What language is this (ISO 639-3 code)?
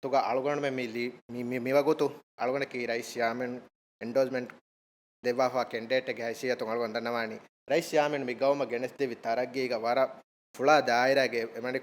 div